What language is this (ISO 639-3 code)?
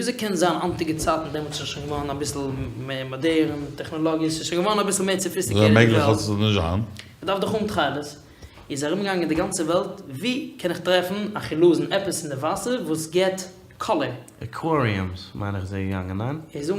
yid